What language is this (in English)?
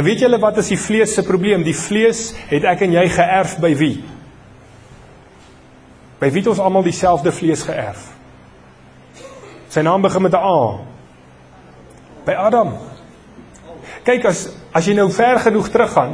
Afrikaans